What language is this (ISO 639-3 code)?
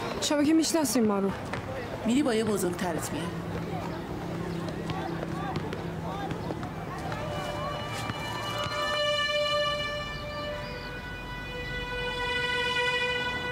fas